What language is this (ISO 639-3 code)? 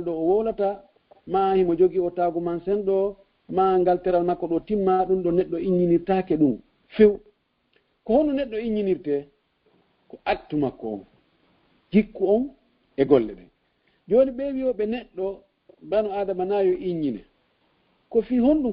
ful